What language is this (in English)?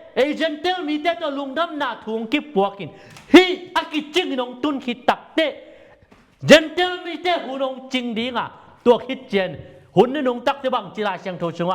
Tedim Chin